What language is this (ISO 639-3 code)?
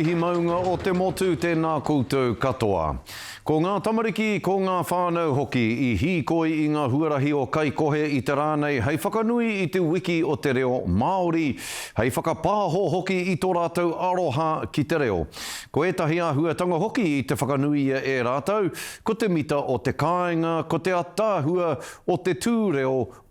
mri